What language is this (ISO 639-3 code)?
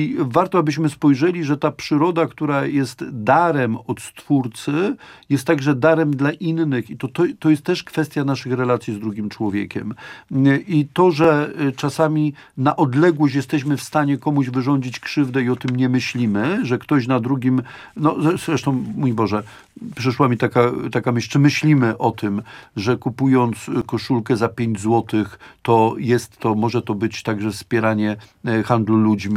pol